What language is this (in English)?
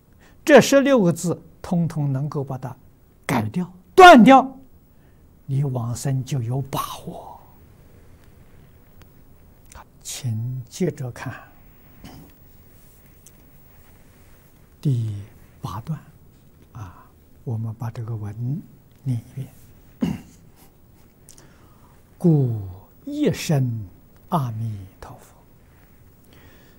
Chinese